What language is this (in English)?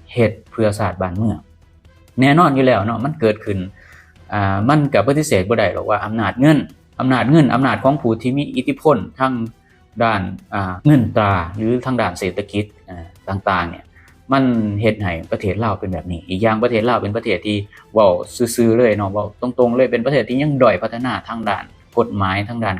Lao